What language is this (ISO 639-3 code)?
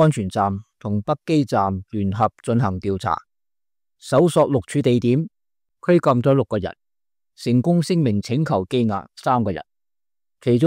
yue